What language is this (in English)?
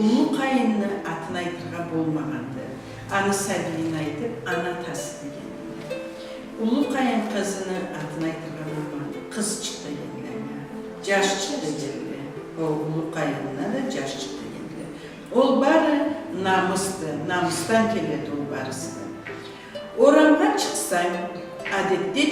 Karachay-Balkar